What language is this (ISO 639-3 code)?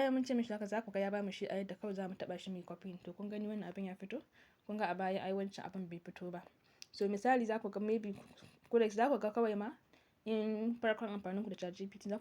hau